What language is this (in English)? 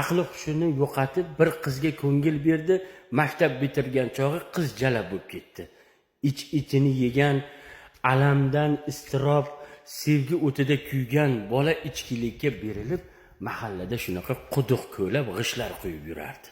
Uzbek